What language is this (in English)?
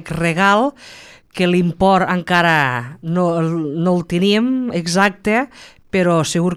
Catalan